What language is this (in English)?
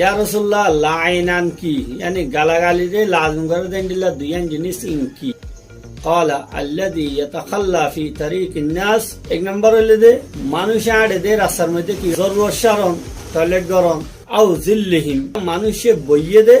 Rohingya